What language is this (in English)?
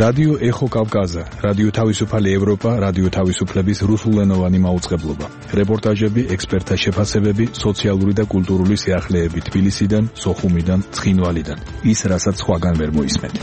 Georgian